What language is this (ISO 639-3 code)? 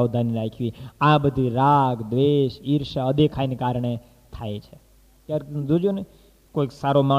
guj